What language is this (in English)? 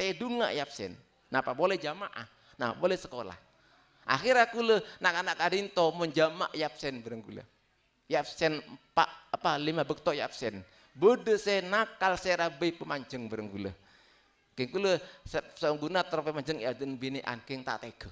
Madurese